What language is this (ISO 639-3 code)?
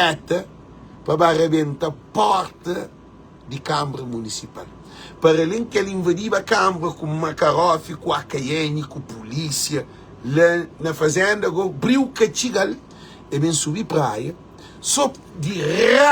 kea